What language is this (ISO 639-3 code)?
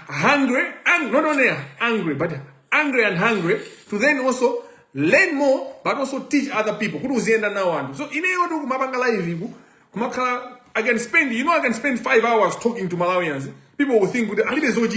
nya